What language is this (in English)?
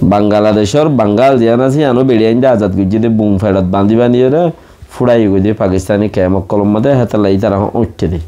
Rohingya